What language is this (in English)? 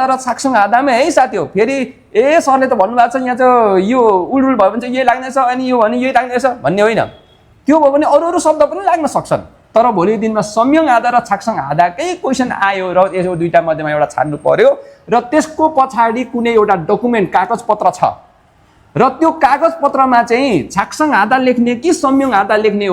Nepali